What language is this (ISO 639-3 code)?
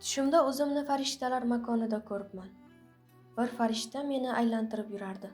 uzb